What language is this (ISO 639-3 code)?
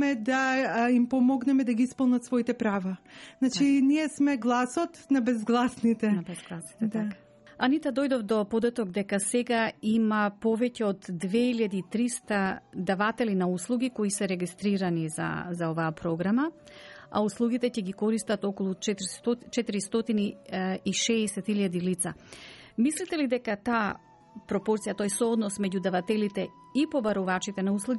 mkd